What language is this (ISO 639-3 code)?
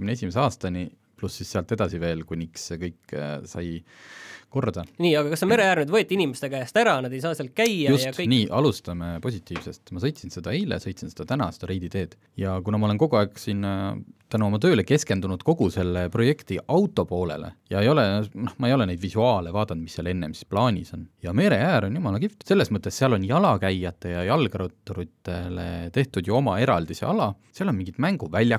est